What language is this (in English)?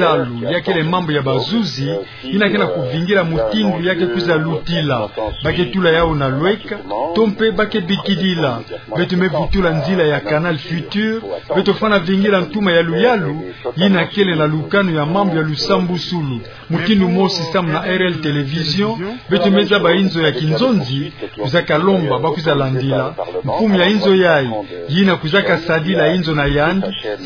Kituba (Democratic Republic of Congo)